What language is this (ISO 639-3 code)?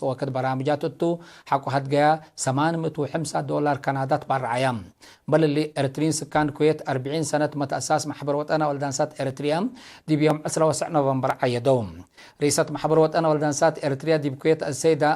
tig